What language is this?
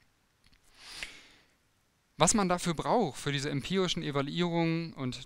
German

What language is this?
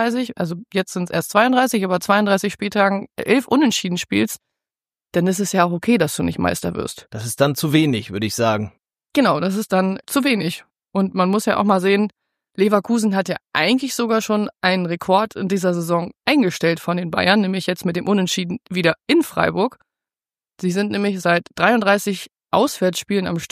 German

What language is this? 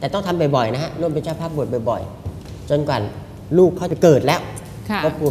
Thai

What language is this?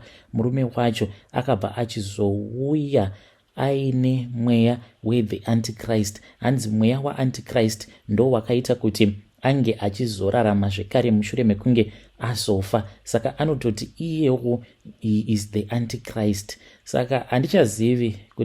Shona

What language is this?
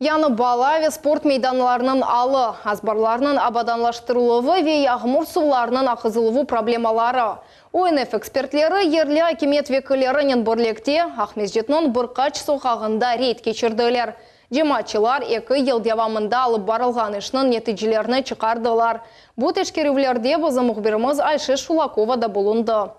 Crimean Tatar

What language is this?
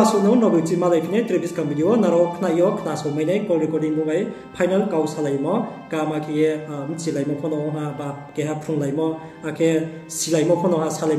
Riang (India)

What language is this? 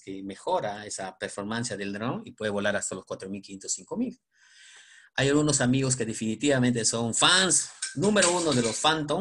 Spanish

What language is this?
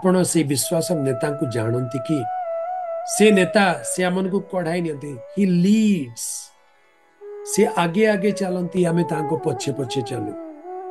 Odia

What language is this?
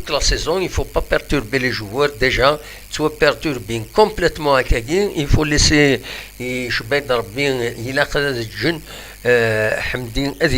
Kabyle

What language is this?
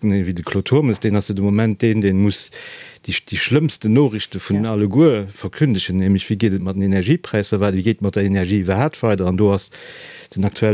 Luxembourgish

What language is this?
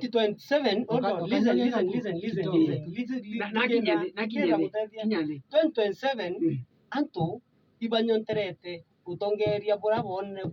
Meru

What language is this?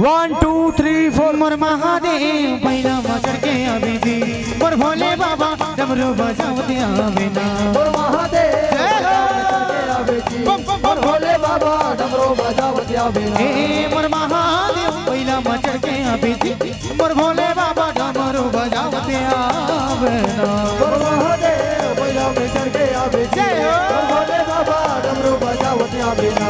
Chhattisgarhi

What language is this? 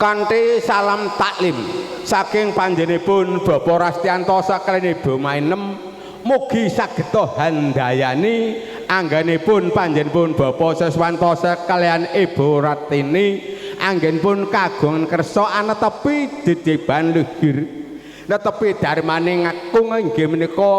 Javanese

